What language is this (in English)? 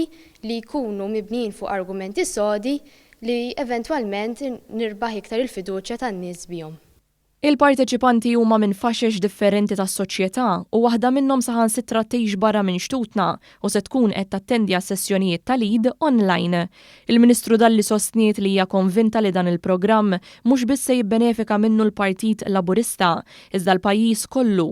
Maltese